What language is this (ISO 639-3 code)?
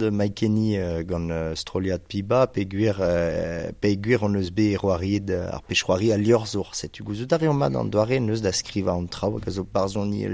bre